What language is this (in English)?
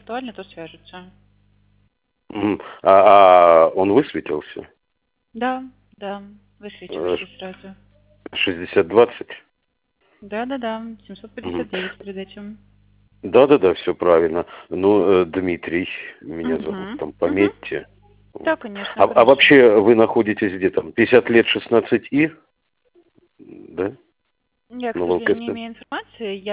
Russian